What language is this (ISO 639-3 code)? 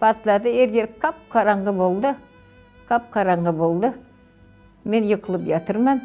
crh